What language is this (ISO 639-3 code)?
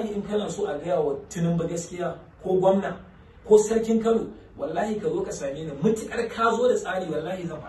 hau